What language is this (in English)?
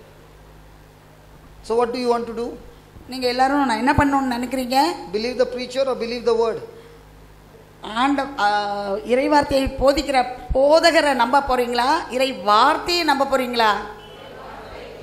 Tamil